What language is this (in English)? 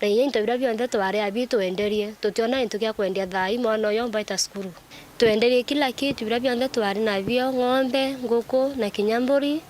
Meru